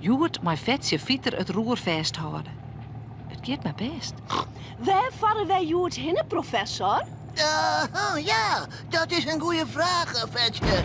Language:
Western Frisian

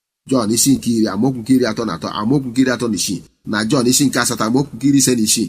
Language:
Igbo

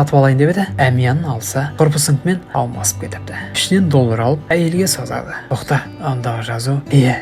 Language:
Kazakh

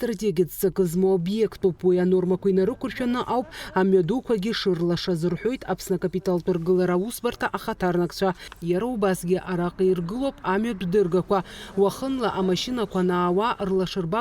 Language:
Abkhazian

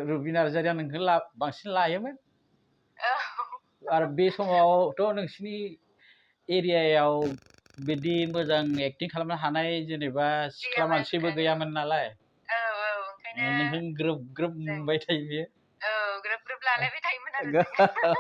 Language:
Bodo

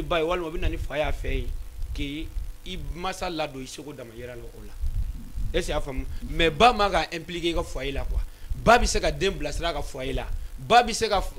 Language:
Bambara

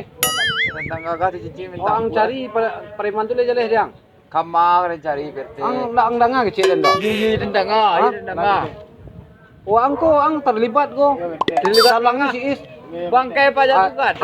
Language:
Minangkabau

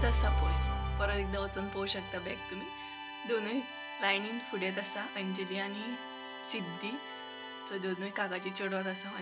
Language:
Konkani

